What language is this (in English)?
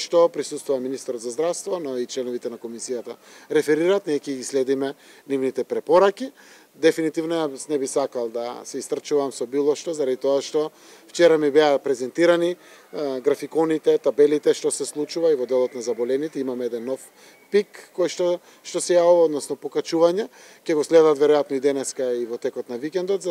Macedonian